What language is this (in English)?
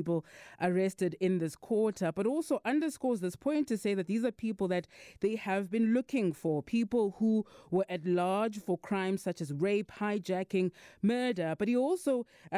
English